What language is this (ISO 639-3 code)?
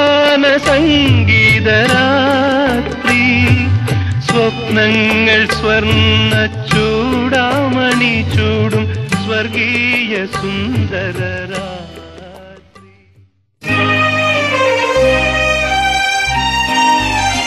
mal